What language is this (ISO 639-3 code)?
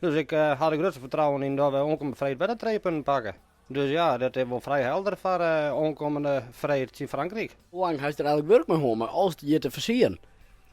fry